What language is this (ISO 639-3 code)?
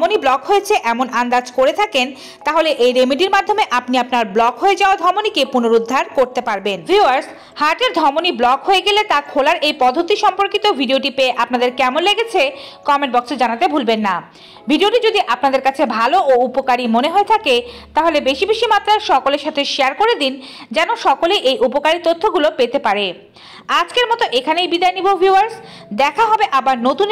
ben